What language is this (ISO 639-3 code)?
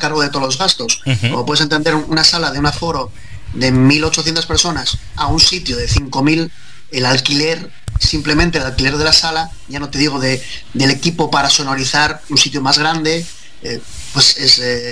spa